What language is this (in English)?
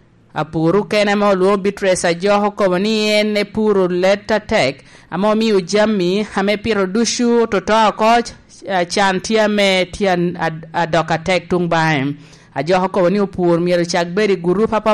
Lango (Uganda)